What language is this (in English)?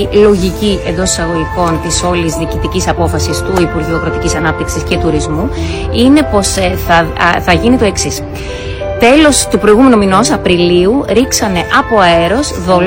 Greek